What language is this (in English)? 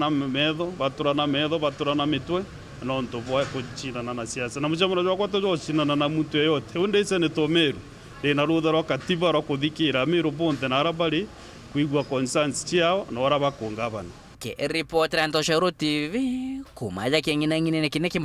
Meru